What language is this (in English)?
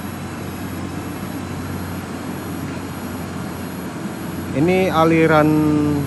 Indonesian